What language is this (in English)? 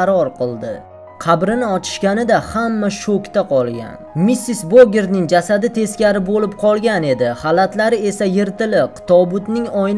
Uzbek